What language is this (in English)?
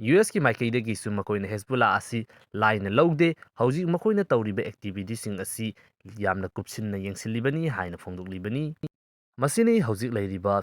Manipuri